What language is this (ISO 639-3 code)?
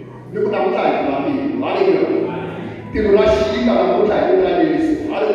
tso